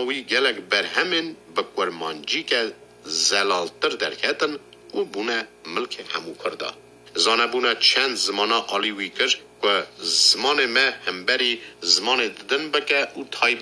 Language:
Kurdish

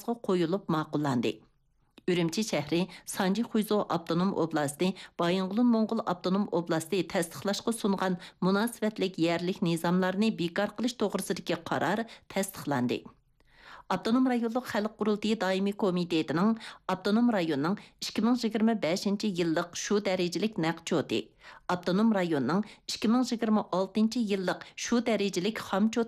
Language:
Uyghur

